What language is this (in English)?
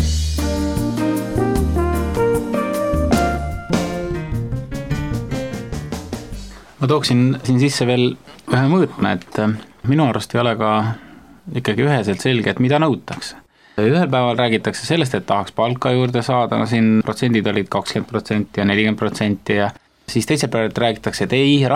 Estonian